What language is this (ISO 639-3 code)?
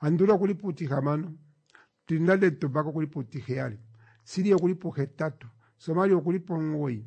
kua